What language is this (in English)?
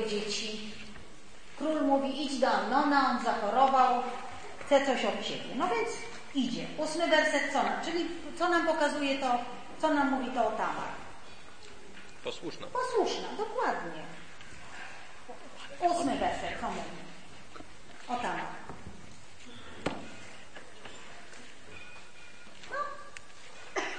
Polish